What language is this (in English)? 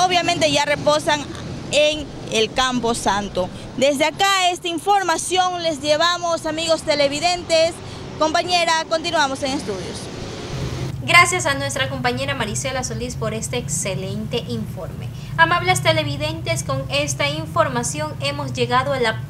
Spanish